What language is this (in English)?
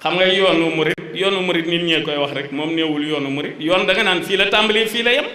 Wolof